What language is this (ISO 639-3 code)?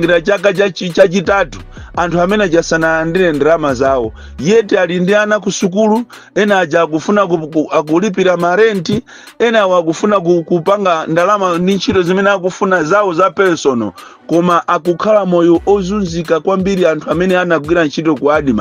nya